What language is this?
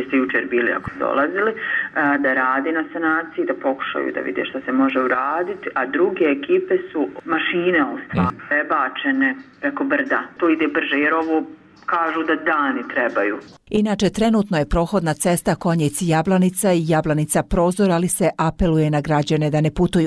Bosnian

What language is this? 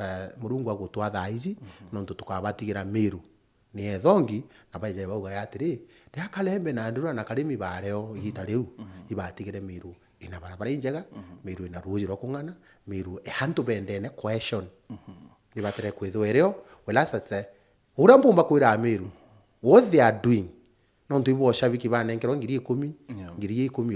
Meru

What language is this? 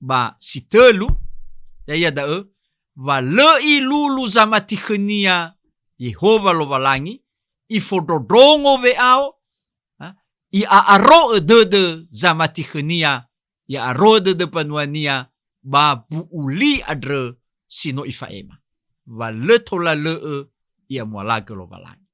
Nias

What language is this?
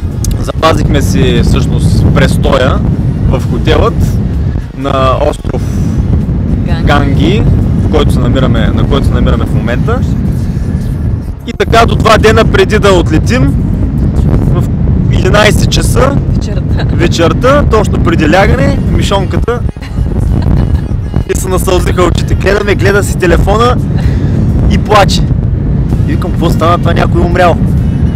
Bulgarian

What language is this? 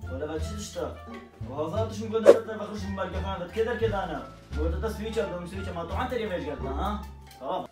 Kurdish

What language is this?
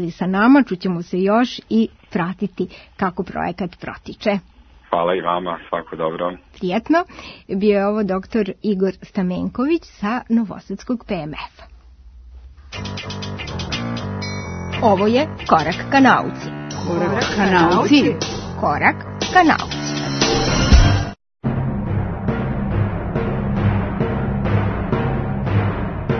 Serbian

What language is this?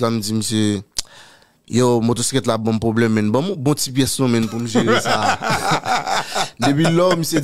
Haitian Creole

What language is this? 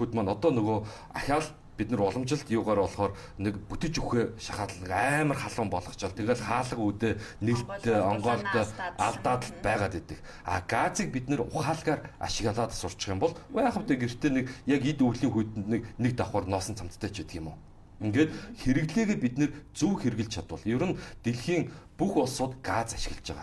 Mongolian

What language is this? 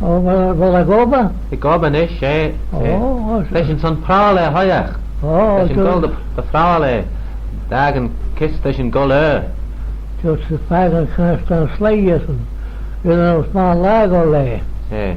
Manx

